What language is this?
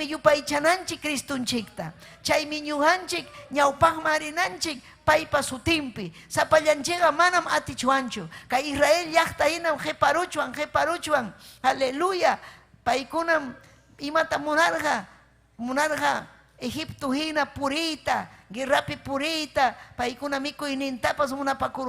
Ayacucho Quechua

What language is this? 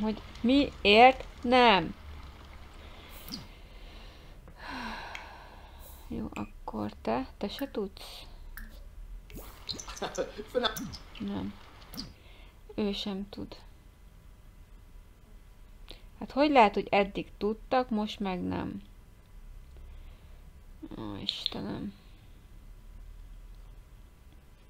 Hungarian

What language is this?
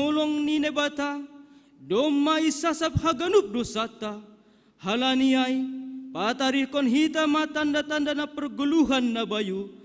Batak Simalungun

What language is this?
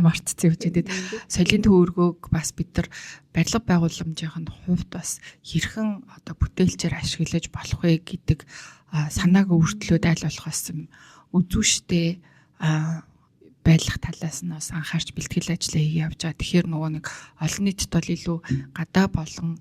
Mongolian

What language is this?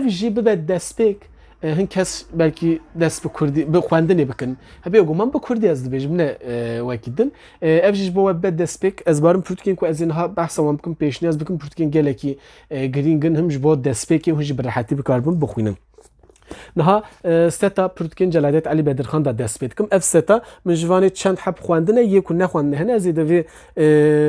Kurdish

